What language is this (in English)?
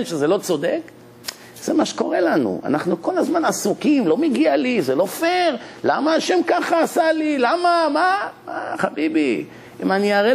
Hebrew